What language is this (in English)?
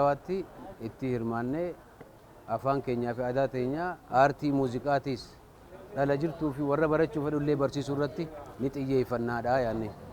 Oromo